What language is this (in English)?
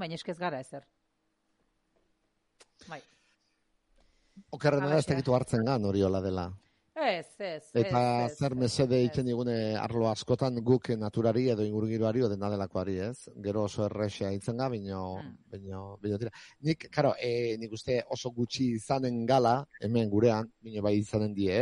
Basque